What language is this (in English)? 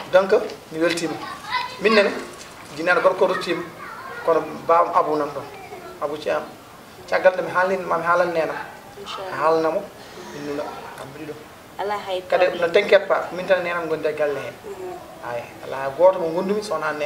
Fula